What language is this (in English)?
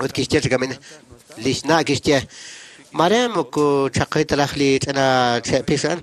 Kekchí